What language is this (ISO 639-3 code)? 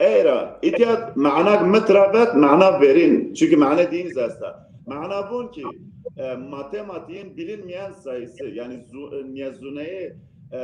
zza